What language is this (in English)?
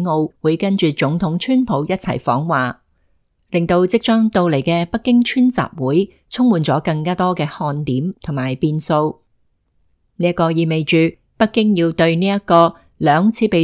Cantonese